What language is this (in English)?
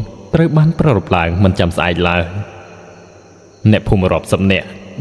Khmer